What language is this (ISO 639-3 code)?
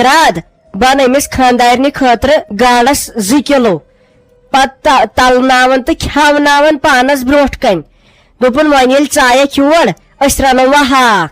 kas